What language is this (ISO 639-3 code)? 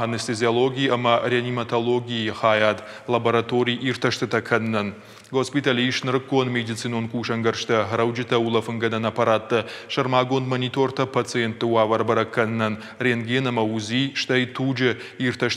oss